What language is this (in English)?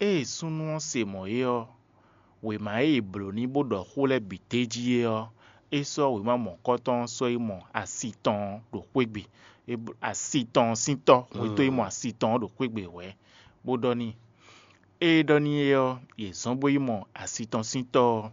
Fon